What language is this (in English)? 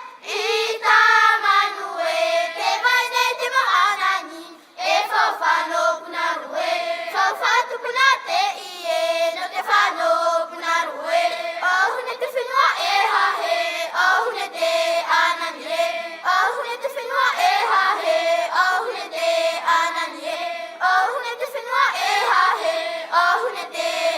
Tahitian